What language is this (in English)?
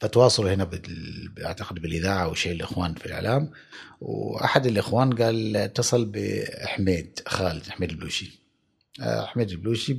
Gulf Arabic